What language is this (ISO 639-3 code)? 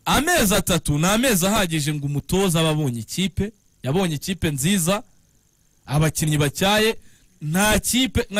kin